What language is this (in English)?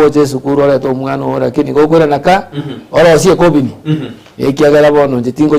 Gusii